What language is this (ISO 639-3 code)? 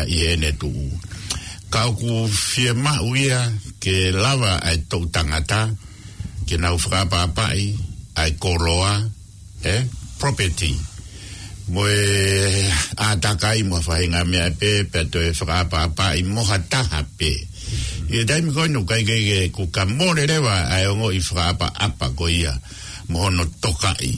ton